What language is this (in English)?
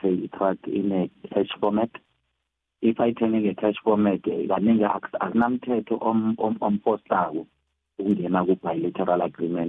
South Ndebele